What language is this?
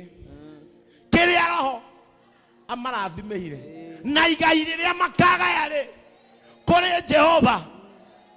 Kikuyu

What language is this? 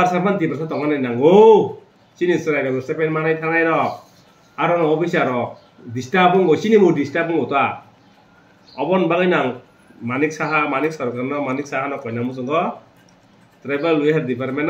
Kok Borok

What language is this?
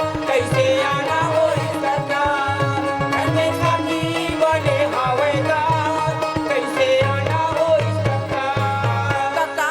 Chhattisgarhi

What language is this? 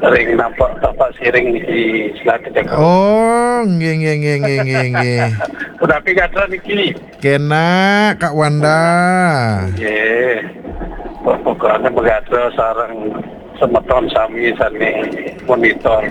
Balinese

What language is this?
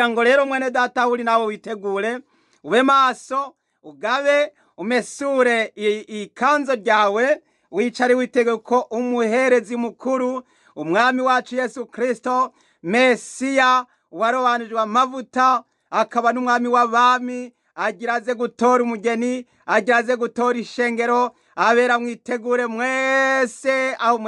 Rundi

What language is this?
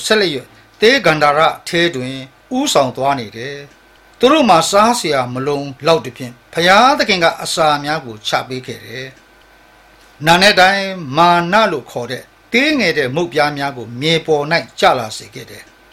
Burmese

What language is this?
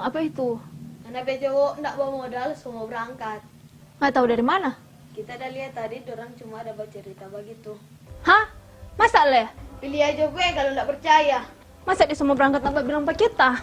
Manado Malay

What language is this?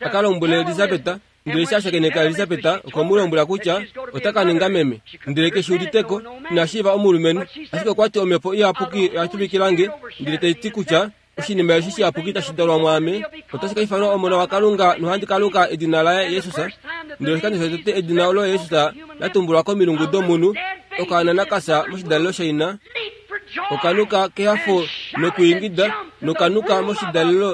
Kuanyama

